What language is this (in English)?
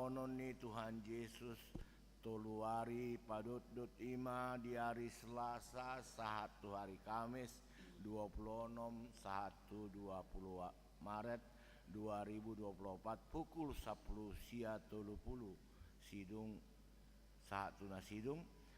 Batak Toba